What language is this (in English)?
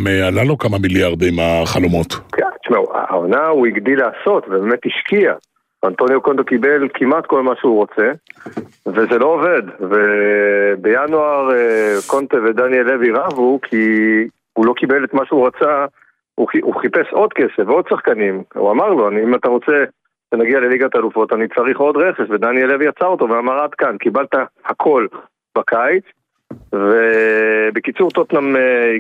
Hebrew